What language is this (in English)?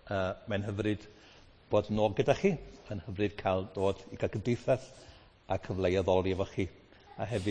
Welsh